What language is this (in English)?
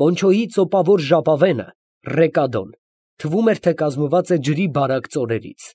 Armenian